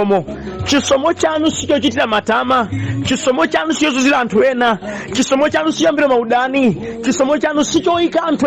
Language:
Nyanja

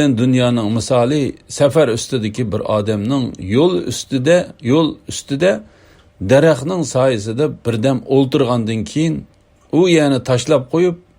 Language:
Uyghur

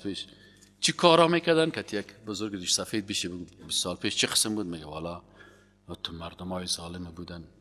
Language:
Persian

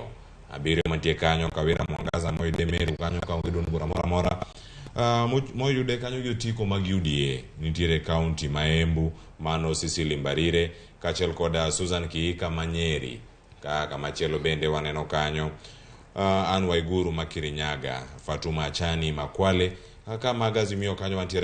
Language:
Luo (Kenya and Tanzania)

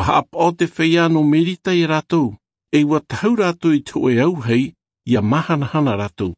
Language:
Tahitian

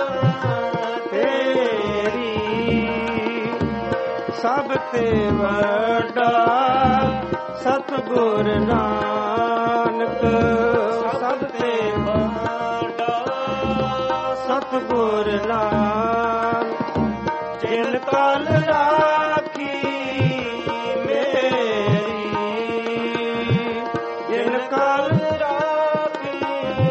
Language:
Punjabi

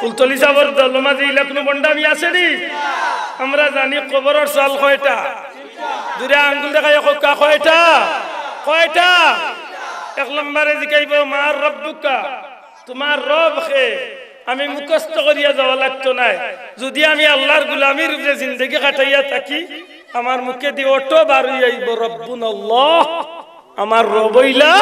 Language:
Sylheti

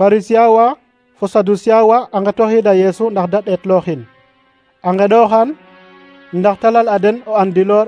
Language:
Serer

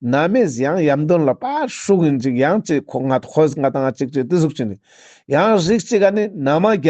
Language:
Ladakhi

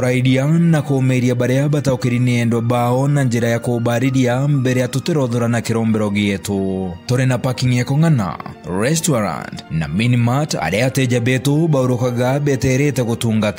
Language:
Meru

